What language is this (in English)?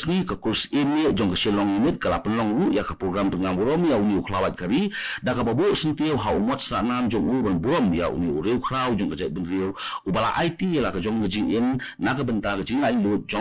Khasi